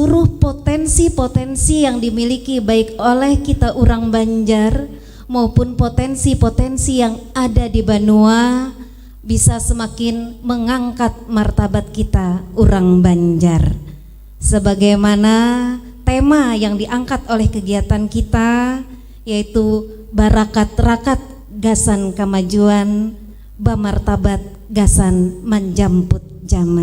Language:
Banjar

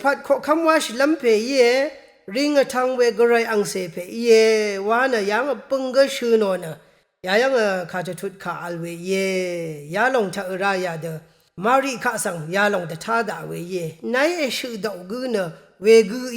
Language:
Rawang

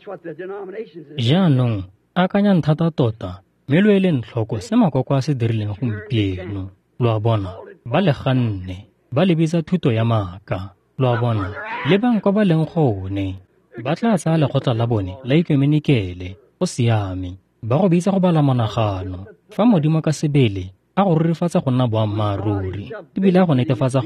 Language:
Tswana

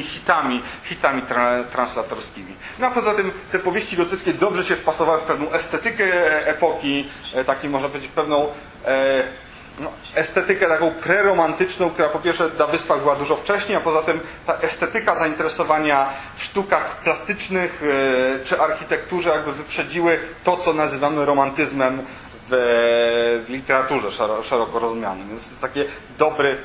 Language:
Polish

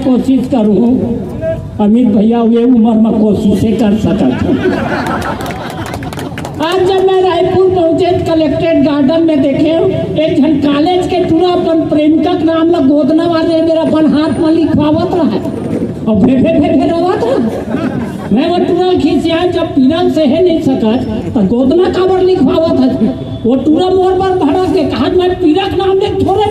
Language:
Chhattisgarhi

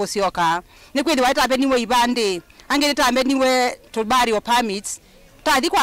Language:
Kamba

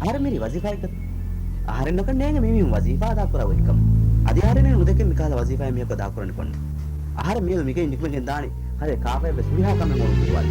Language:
Divehi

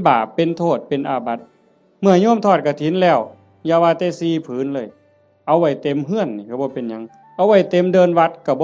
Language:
Northeastern Thai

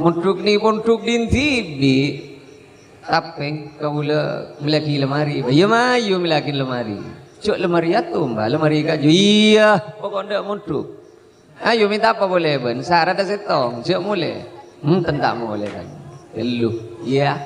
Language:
Madurese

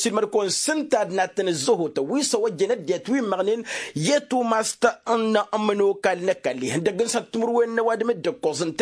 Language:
Tamasheq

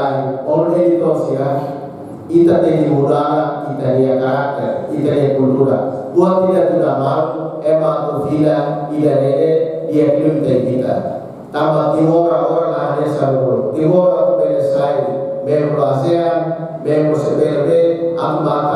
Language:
Tetum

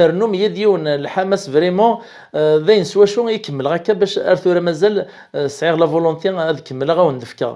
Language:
Kabyle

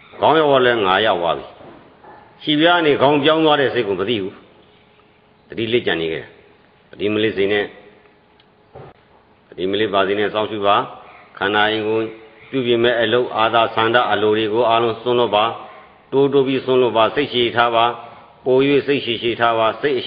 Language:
Burmese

